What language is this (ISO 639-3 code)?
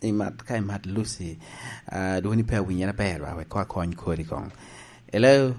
laj